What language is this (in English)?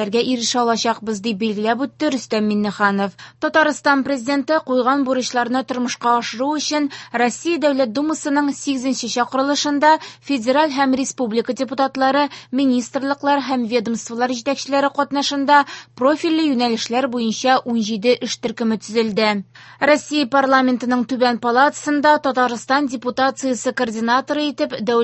Tatar